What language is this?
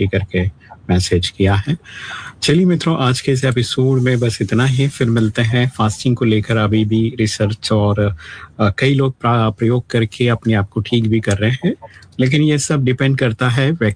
Hindi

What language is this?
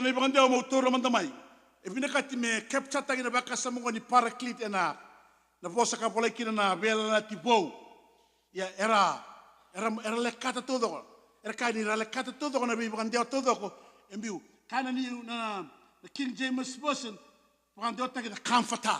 Fijian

